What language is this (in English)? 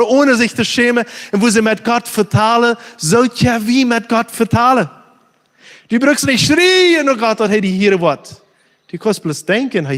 Plautdietsch